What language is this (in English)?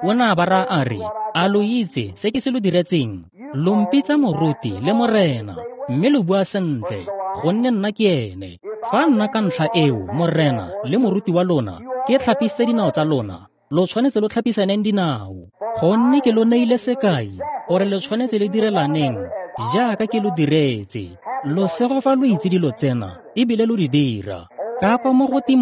Tswana